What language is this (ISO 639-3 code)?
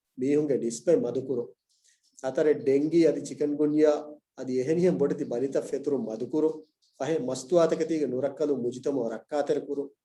div